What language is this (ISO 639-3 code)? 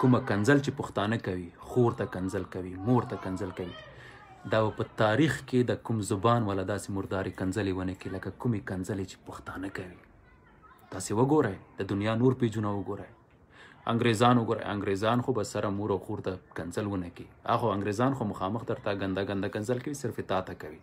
pus